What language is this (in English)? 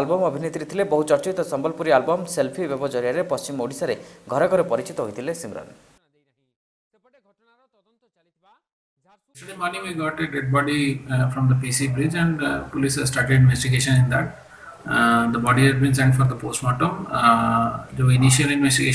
Odia